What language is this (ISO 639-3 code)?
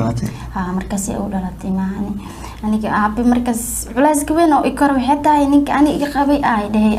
som